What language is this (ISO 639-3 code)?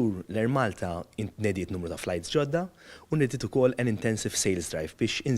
mlt